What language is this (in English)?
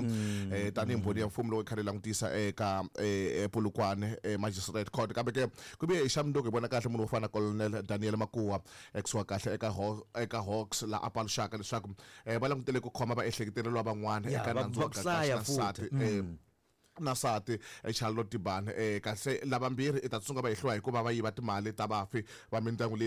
Tsonga